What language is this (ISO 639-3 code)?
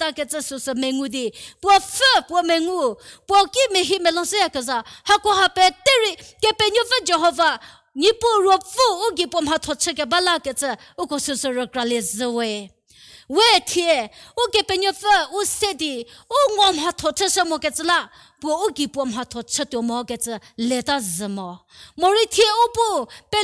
njm